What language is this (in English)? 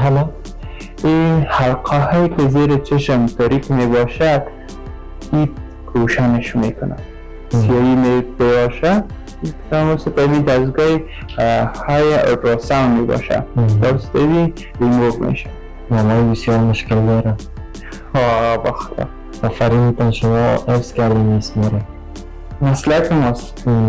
Persian